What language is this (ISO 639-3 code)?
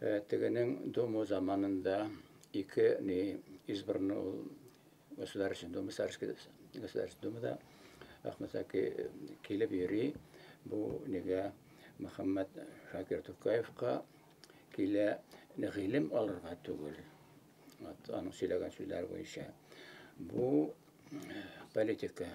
bak